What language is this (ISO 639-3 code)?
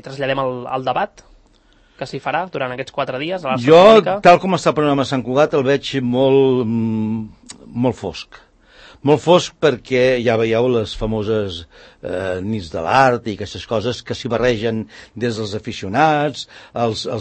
cat